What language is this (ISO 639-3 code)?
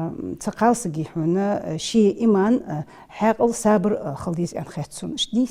inh